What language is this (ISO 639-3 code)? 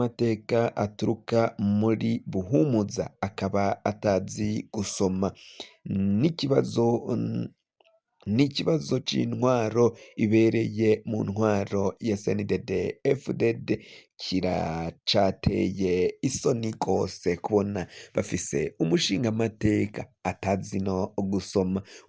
run